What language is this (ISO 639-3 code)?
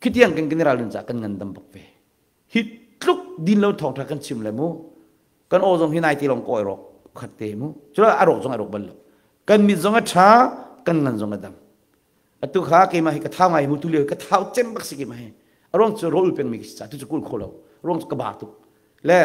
cnh